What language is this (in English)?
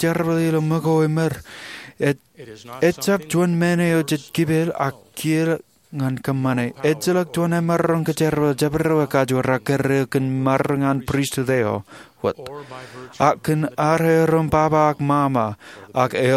Marshallese